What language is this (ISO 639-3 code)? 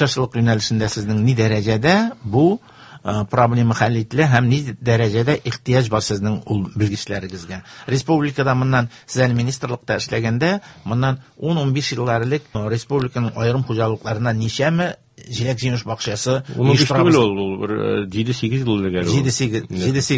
tat